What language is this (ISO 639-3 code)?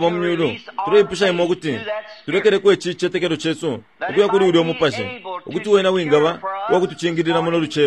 bem